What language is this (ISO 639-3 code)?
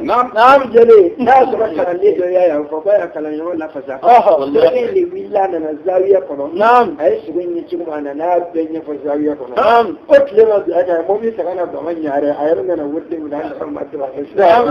bam